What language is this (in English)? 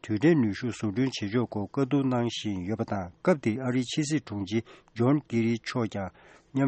Tibetan